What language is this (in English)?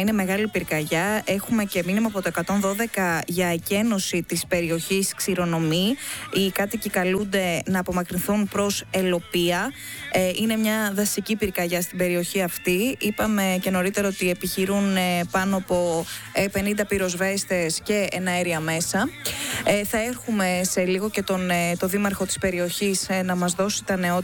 Greek